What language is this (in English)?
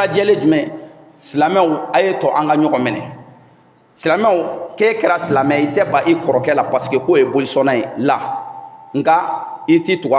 Bambara